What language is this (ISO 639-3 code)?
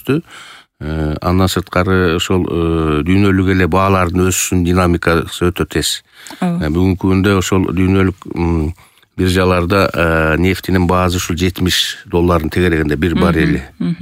kir